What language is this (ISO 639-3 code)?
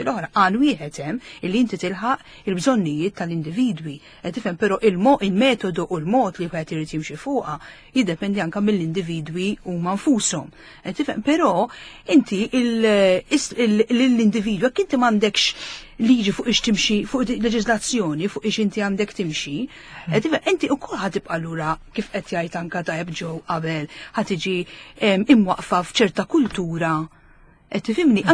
mlt